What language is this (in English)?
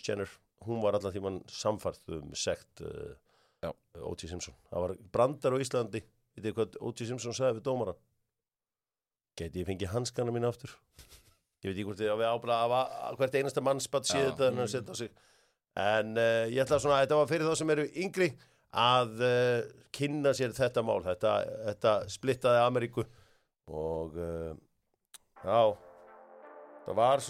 Icelandic